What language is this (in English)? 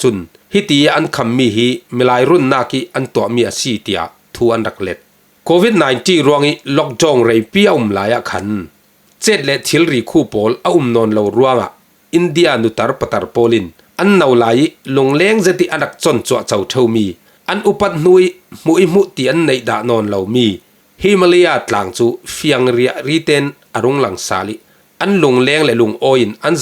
Falam Chin